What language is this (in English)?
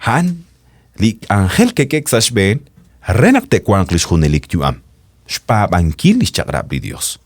Kekchí